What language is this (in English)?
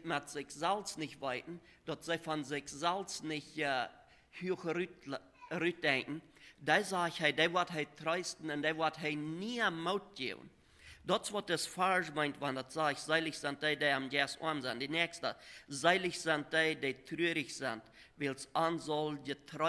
Plautdietsch